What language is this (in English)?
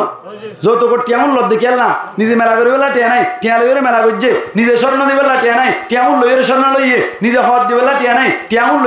Rohingya